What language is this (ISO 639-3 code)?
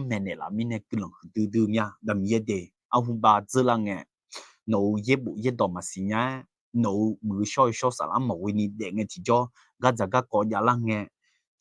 ahk